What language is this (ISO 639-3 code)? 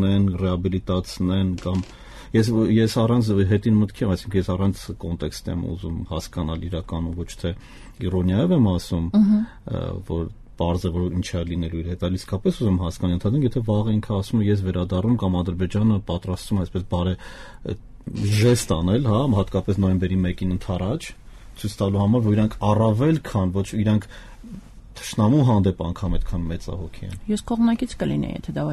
hye